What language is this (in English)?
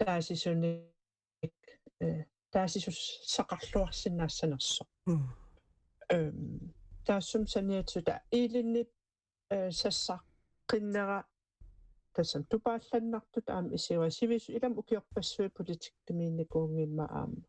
Kalaallisut